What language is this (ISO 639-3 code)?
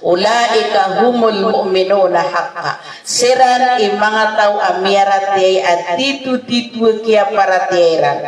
mrw